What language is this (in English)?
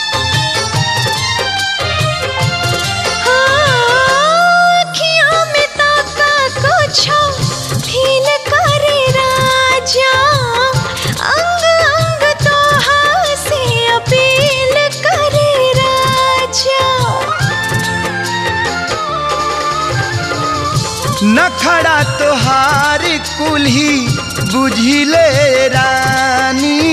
Bhojpuri